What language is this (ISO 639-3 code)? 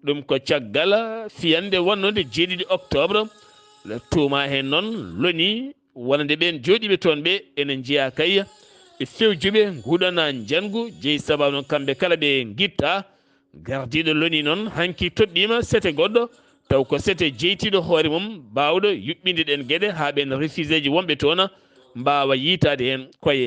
ful